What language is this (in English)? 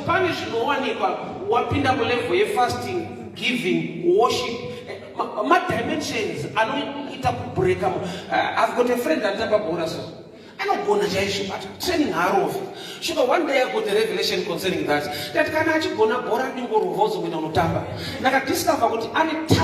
Shona